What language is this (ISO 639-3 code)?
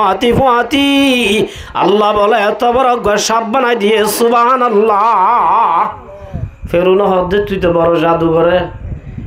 rhg